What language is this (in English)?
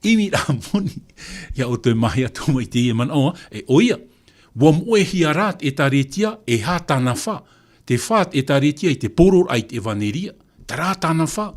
Tahitian